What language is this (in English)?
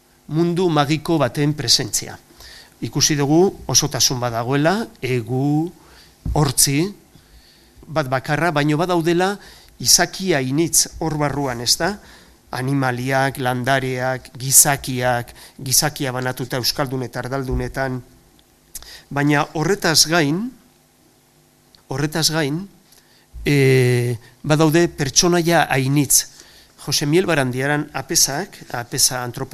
Basque